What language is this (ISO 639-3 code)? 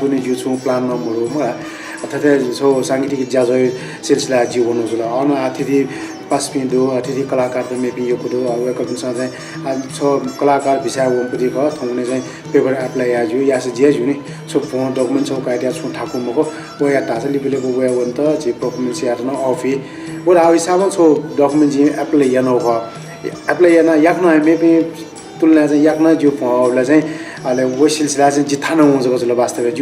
new